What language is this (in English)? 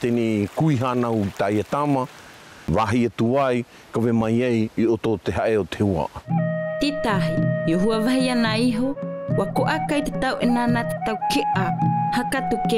South Marquesan